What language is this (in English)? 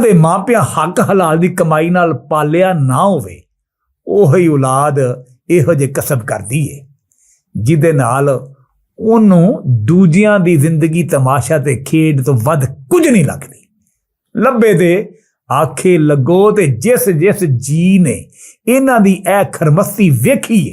Western Panjabi